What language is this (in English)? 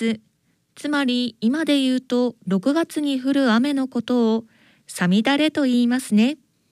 Japanese